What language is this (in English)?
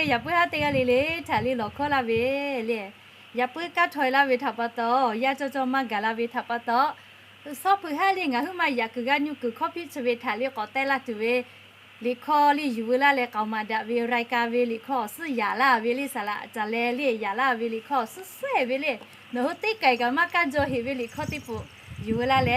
Lahu